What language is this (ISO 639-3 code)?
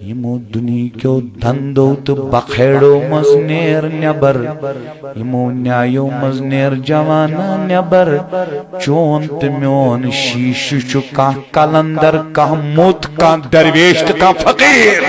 kas